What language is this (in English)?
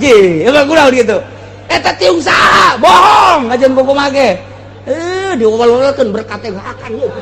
Sundanese